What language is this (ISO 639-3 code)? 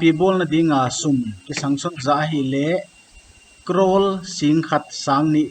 pck